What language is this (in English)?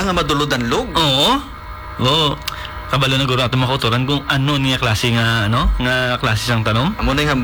Hiligaynon